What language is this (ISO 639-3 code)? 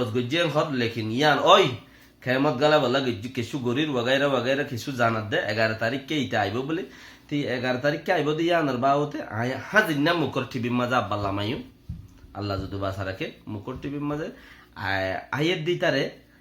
rhg